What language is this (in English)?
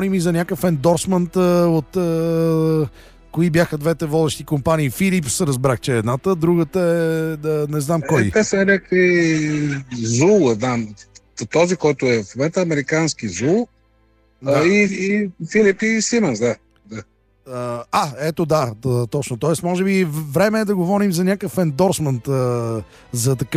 Bulgarian